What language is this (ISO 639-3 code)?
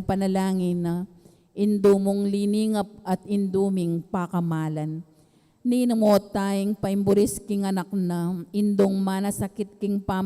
pam